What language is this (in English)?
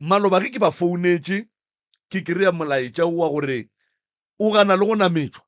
Northern Sotho